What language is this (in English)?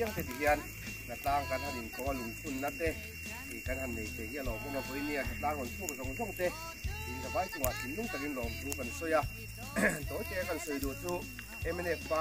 Mizo